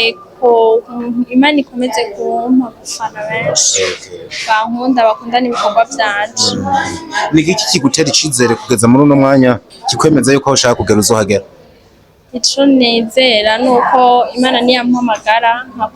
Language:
Rundi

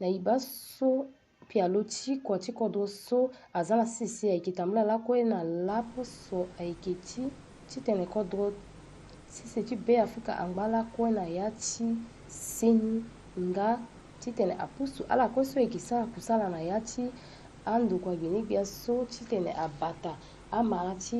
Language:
Sango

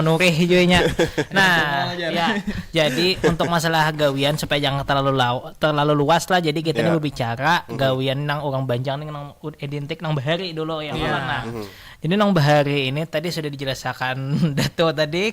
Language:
Banjar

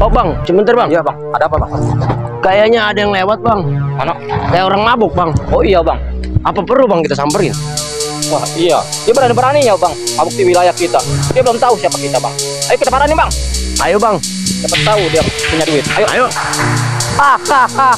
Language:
Betawi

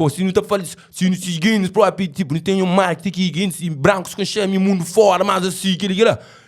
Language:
Kabuverdianu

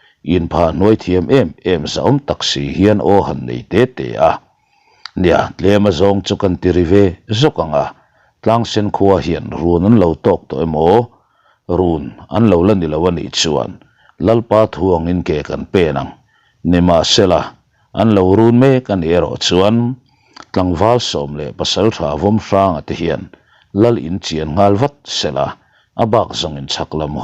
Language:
Mizo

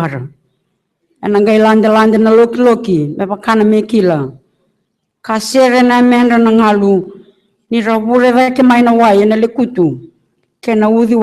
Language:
Fijian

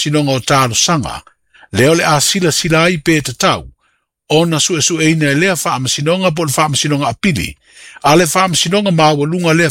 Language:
Samoan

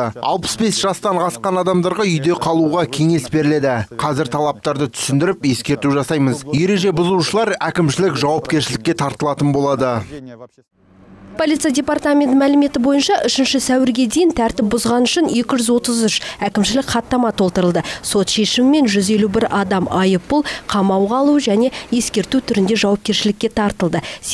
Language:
Kazakh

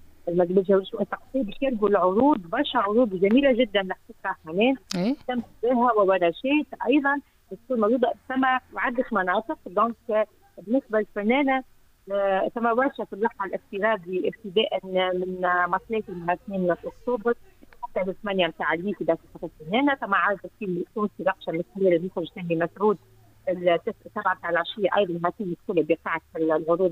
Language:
Tunisian Arabic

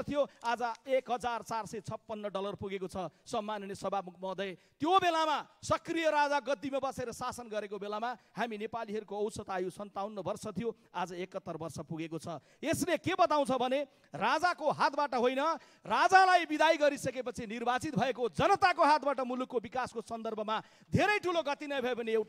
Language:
Nepali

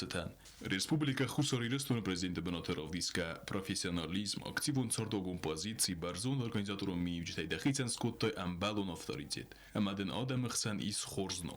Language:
Ossetic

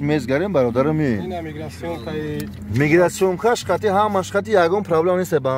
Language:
Tajik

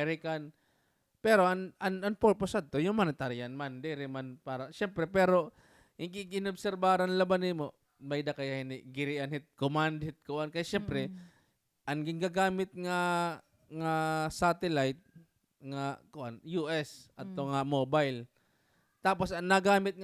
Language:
Waray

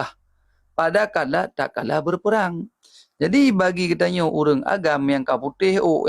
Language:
Achinese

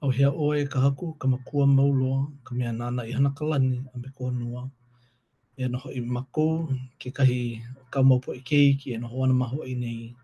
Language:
Hawaiian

